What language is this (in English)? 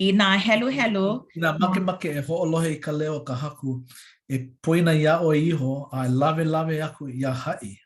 Hawaiian